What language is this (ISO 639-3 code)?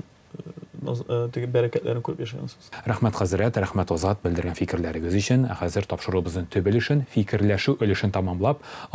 tat